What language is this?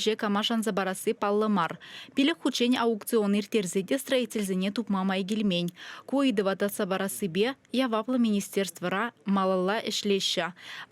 Chuvash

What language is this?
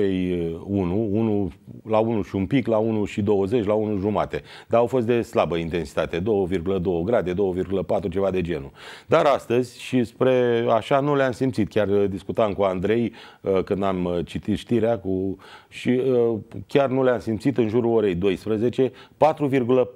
Romanian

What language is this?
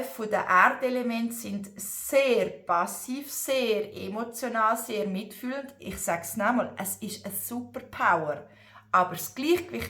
Swiss German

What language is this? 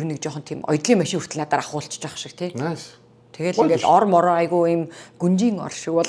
Mongolian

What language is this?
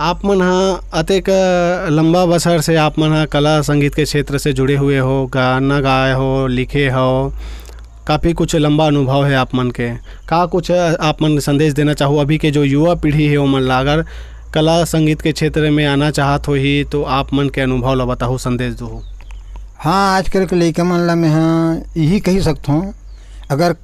Chhattisgarhi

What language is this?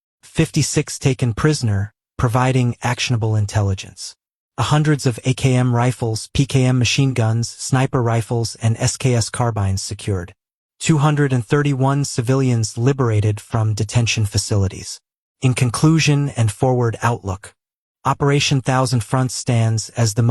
English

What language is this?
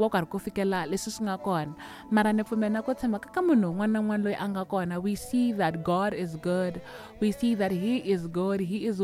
Tsonga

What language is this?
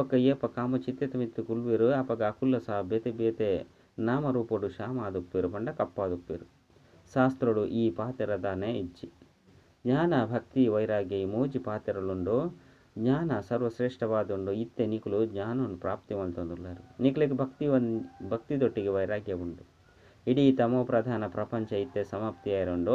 Tulu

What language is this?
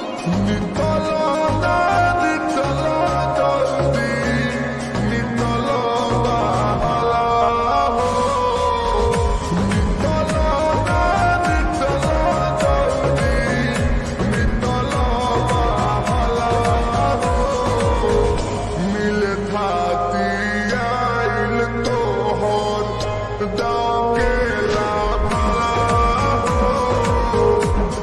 Bhojpuri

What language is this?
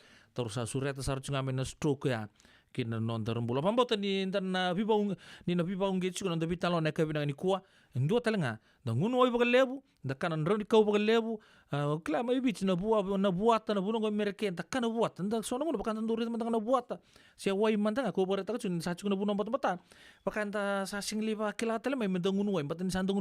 Fijian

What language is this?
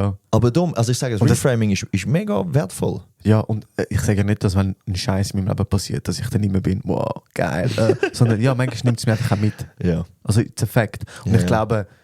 Swiss German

